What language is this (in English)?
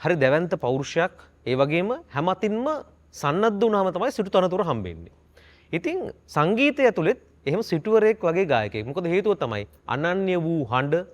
Sinhala